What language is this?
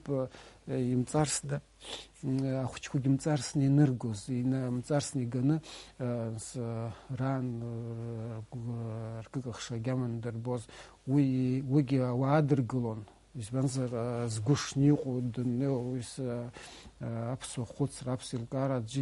Abkhazian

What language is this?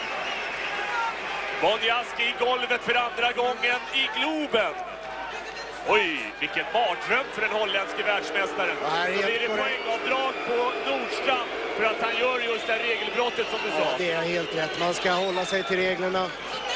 Swedish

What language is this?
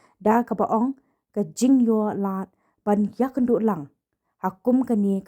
Khasi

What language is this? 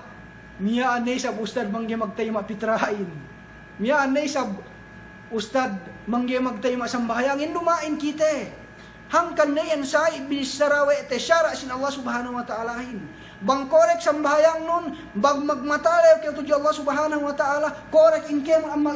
Yakan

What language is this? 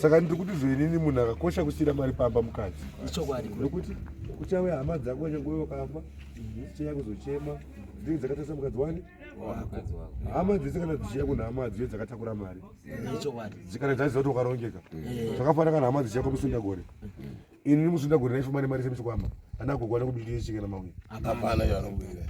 Shona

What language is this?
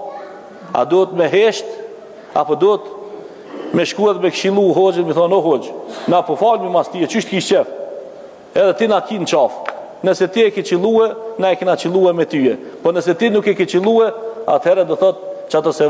Albanian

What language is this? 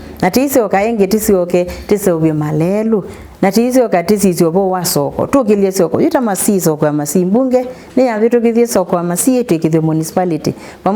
Kamba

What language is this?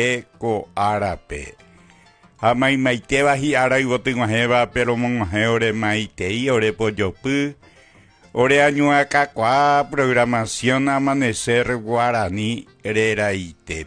Guarani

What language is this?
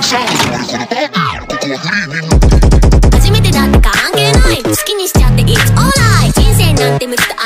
Japanese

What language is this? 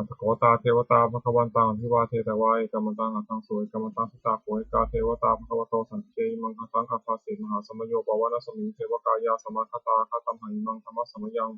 Pali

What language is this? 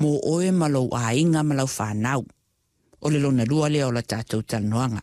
Samoan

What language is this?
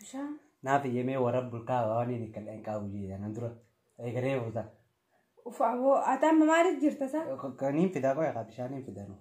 Oromo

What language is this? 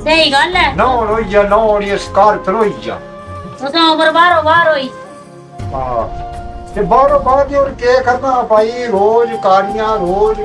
Dogri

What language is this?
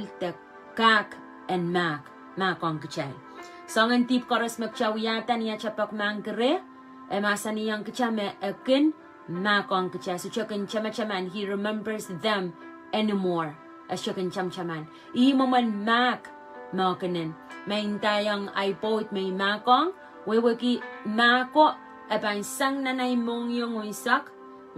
Pohnpeian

